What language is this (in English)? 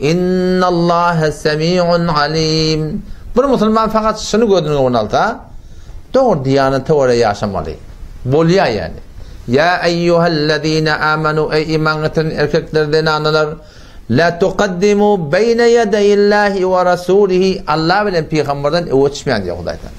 Turkmen